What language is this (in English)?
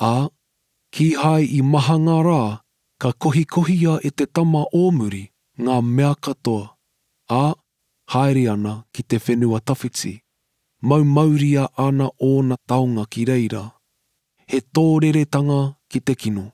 Māori